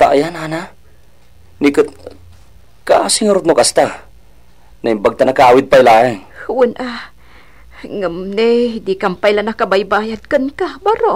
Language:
Iloko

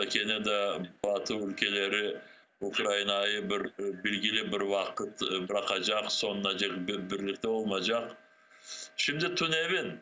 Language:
Crimean Tatar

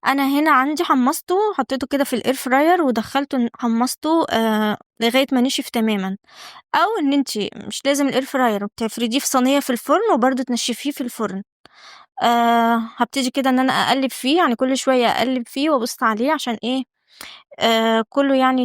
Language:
Egyptian Arabic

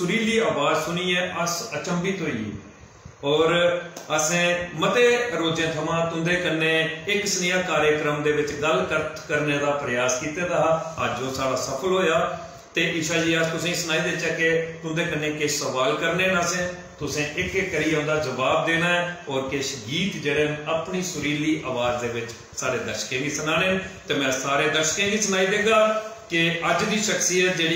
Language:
Dogri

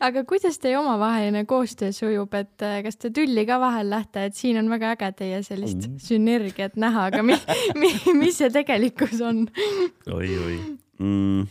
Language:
Estonian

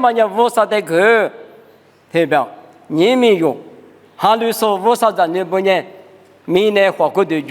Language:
Lisu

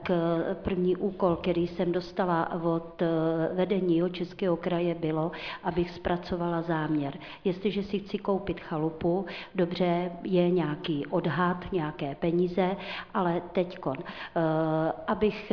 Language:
Czech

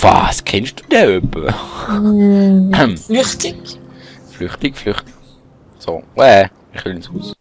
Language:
Swiss German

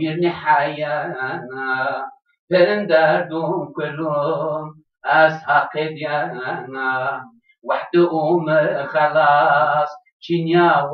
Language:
Zaza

